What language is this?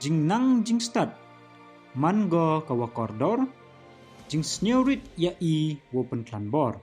Pnar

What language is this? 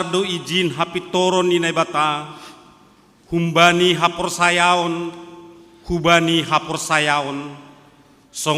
Batak Simalungun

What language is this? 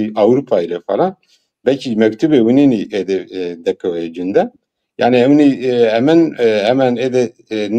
Zaza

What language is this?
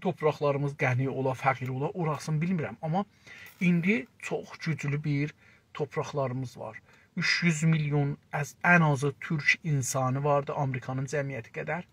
South Azerbaijani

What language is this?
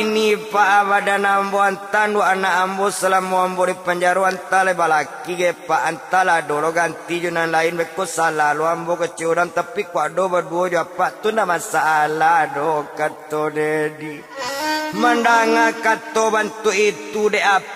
Minangkabau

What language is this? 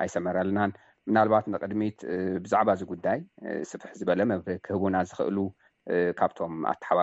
Tigrinya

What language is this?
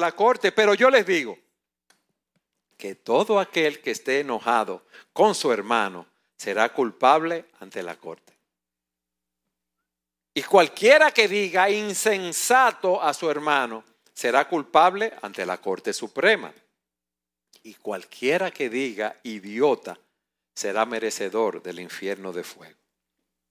Spanish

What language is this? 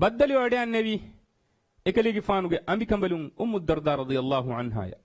Divehi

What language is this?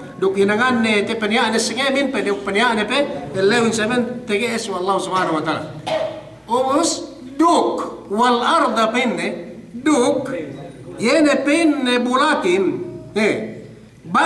Yakan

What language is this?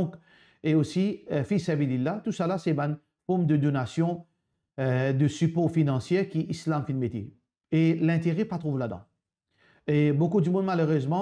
Morisyen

